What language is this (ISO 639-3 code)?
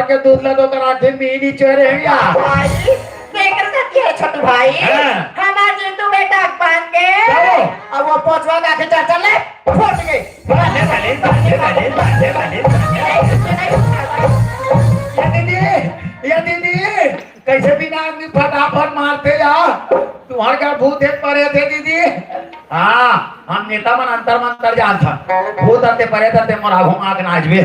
hne